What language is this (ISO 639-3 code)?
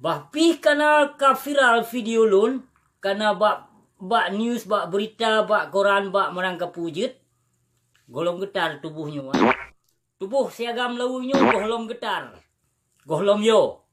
ace